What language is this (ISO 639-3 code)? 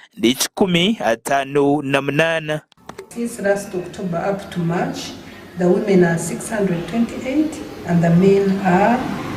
nyn